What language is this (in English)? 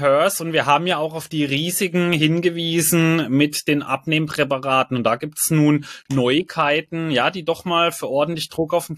German